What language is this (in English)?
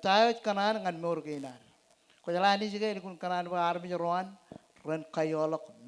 Marshallese